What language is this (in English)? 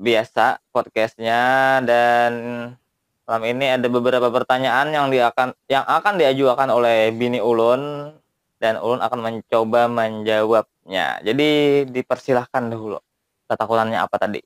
Banjar